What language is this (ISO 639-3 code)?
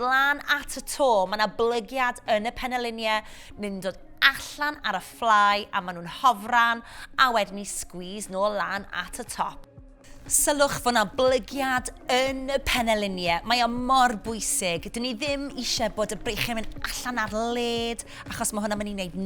cym